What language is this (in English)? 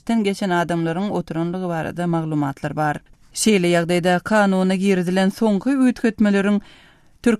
Turkmen